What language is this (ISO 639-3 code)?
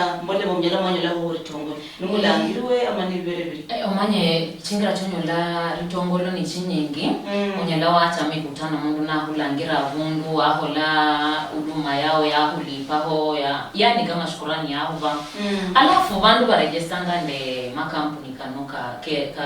luy